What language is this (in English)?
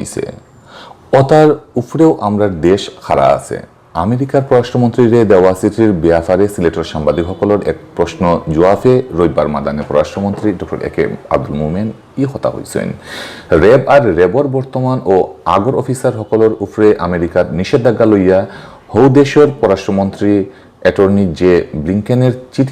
Sylheti